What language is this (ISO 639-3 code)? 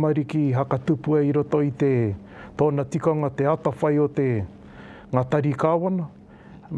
mri